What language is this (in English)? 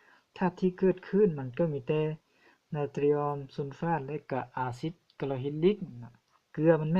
Lao